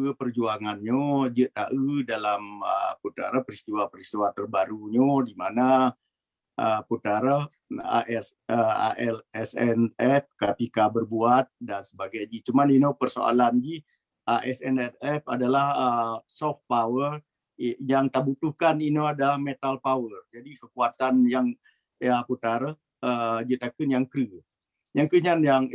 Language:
Achinese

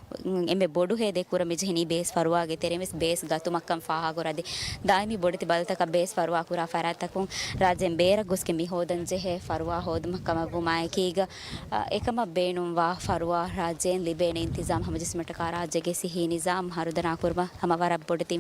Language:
Divehi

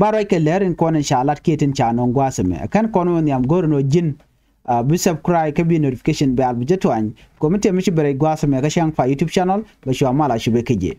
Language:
Nuer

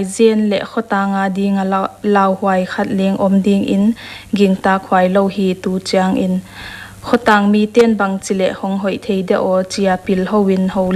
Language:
Paite Chin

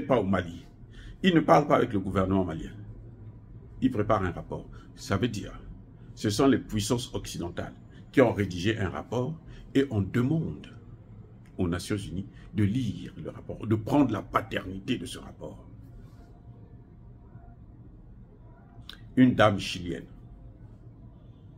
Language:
French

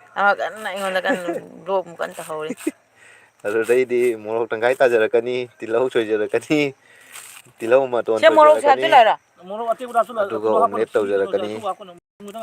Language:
Manipuri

